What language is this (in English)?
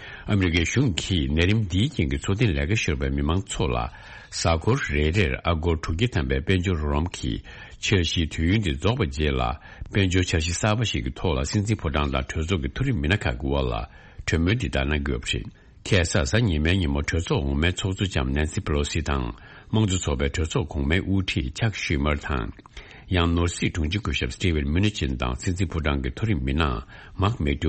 Tibetan